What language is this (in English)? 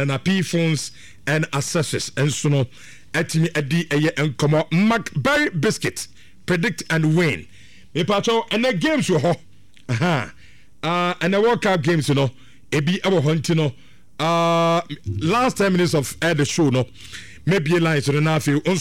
Akan